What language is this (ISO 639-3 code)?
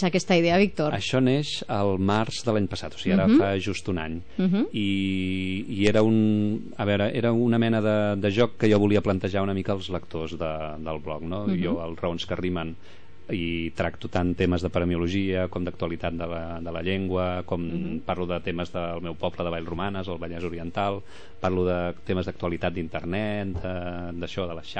cat